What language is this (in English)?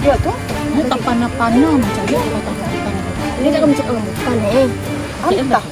Minangkabau